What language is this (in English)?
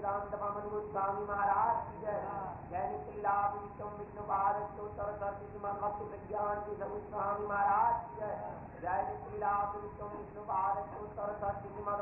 Hindi